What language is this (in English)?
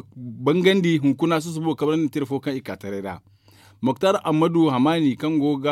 Zarma